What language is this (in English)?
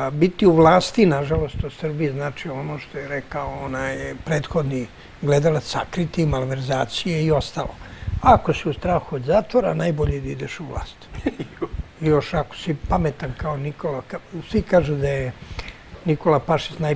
Serbian